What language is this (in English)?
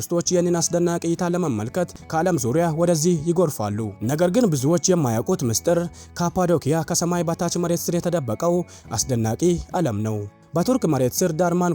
Amharic